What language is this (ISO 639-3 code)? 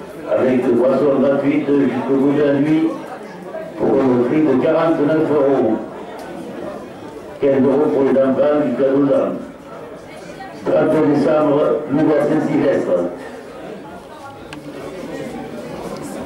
fra